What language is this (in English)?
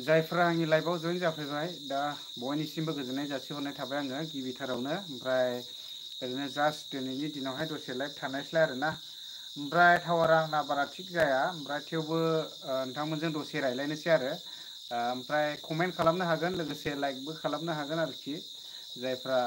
Bodo